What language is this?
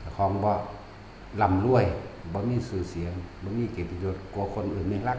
Northeastern Thai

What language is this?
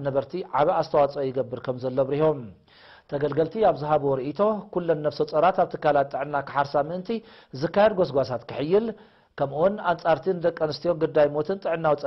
Tigrinya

